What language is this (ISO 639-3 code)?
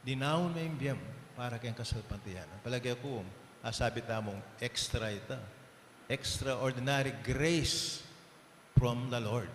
pam